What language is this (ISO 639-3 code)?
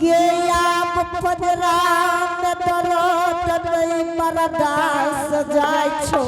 anp